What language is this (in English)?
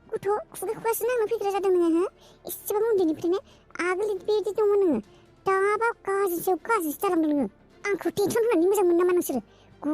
Bodo